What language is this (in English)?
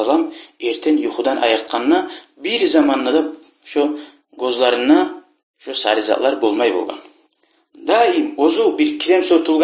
Kumyk